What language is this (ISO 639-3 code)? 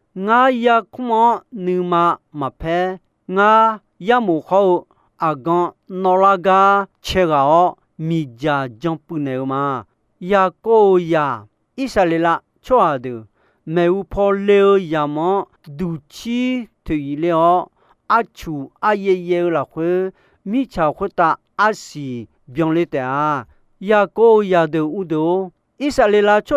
ahk